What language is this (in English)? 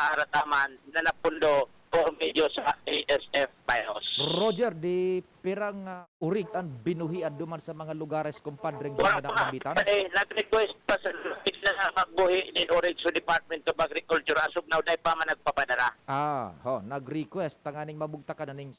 Bikol